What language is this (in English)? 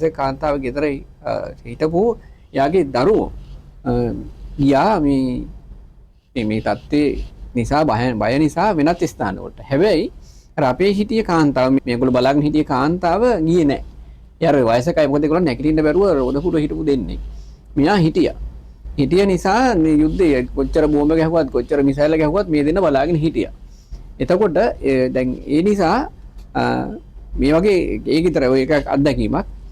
Sinhala